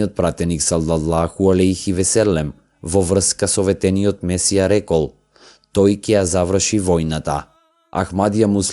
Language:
Macedonian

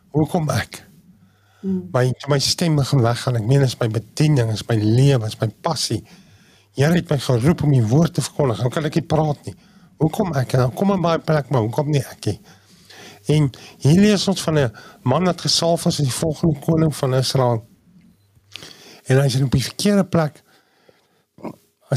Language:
Afrikaans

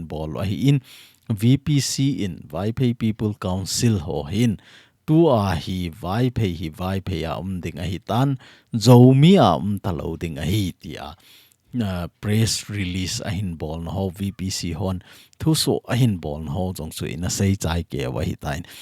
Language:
Thado Chin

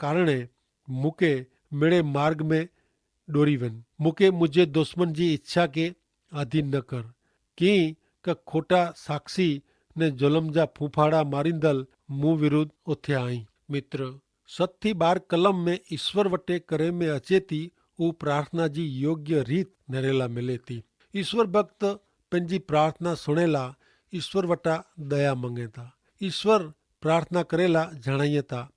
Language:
Kachhi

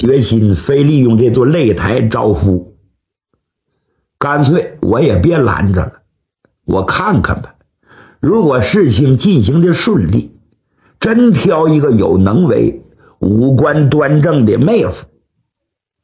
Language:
Chinese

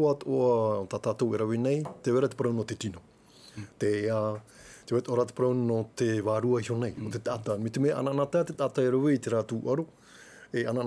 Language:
Tahitian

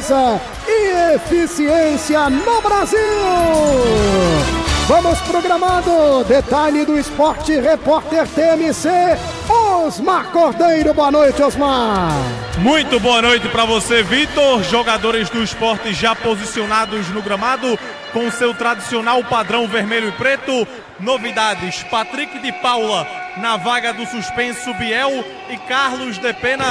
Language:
Portuguese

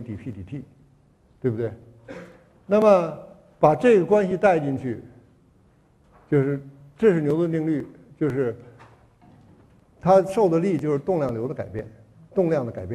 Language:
Chinese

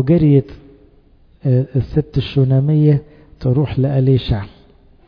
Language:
Egyptian Arabic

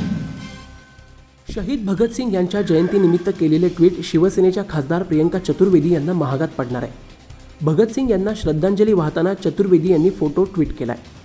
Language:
Marathi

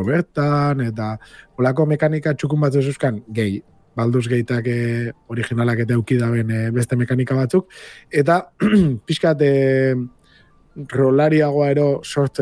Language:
Basque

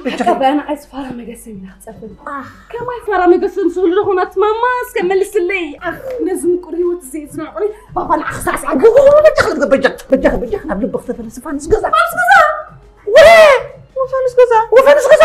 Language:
Tigrinya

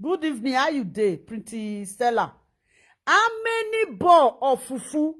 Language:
Nigerian Pidgin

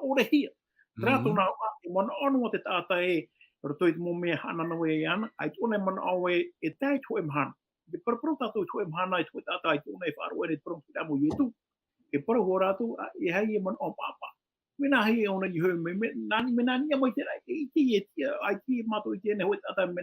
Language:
Tahitian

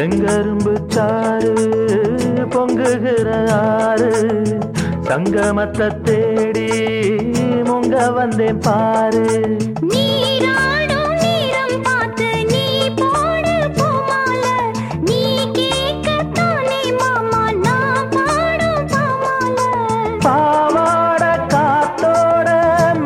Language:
Tamil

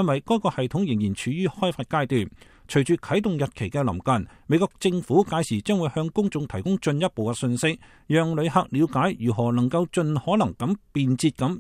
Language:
Cantonese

